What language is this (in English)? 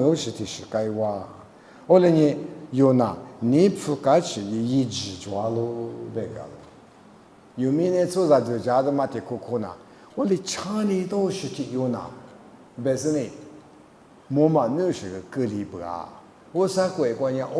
Lisu